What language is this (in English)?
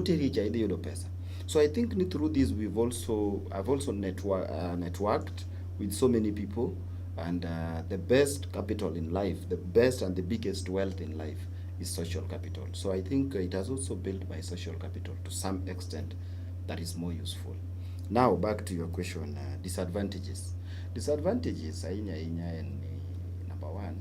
Luo (Kenya and Tanzania)